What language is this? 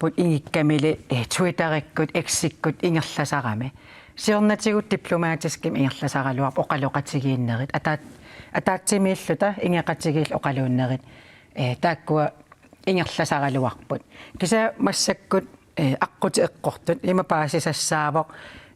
Kalaallisut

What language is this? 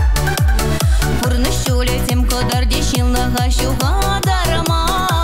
Chuvash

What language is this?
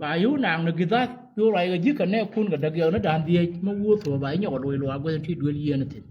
Nuer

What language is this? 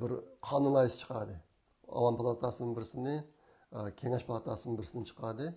Uyghur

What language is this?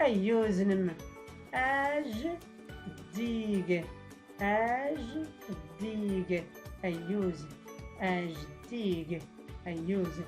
Tachelhit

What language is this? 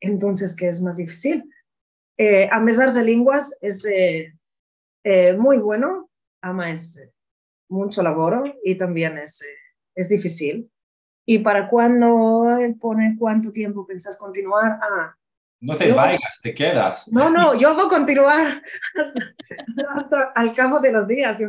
Ladino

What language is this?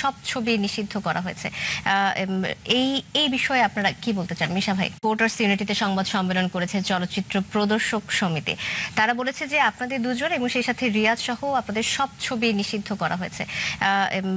Bangla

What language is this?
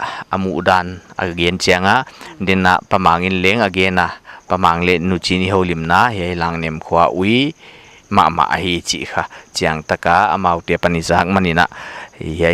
Paite Chin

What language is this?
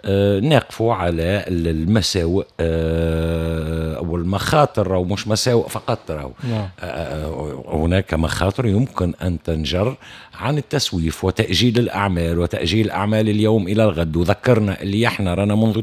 Tunisian Arabic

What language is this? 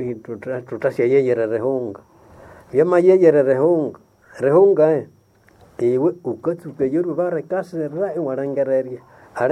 Nande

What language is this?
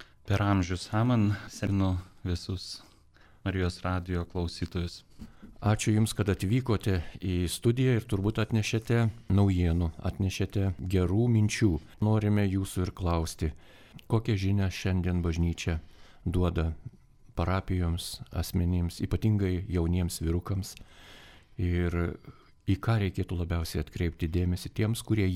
Lithuanian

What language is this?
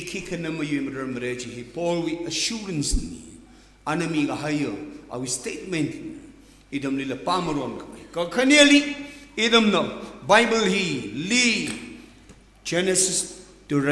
Tangkhul Naga (India)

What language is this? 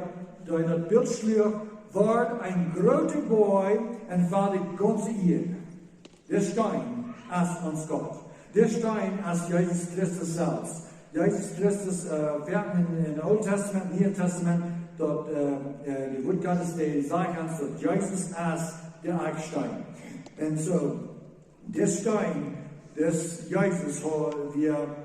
Plautdietsch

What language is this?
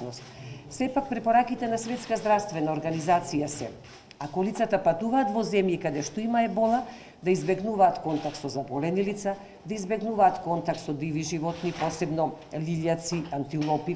Macedonian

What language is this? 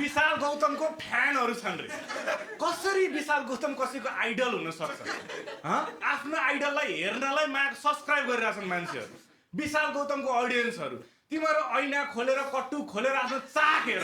Nepali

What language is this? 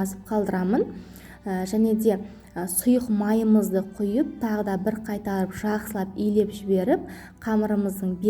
Kazakh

